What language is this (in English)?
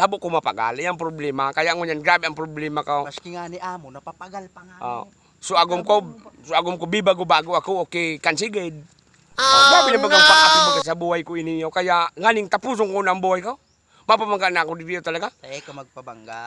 Bikol